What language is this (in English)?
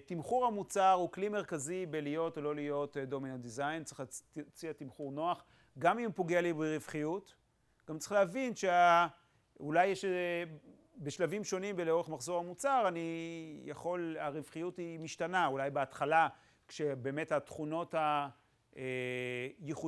Hebrew